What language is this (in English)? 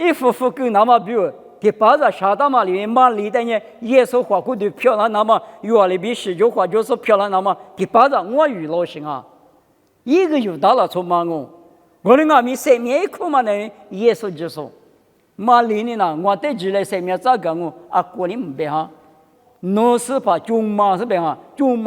Lisu